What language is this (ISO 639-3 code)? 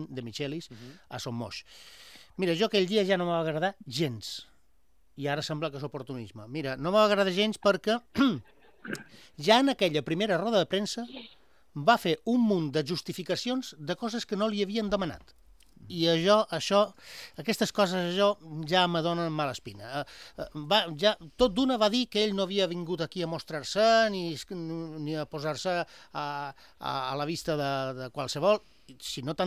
cat